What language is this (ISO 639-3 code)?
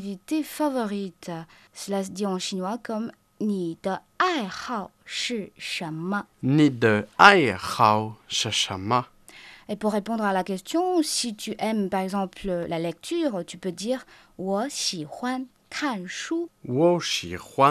fra